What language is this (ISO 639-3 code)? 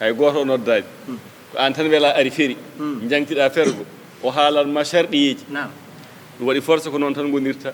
ful